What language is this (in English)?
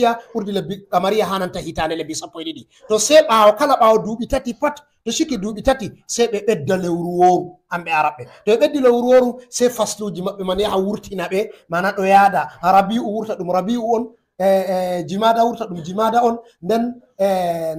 Fula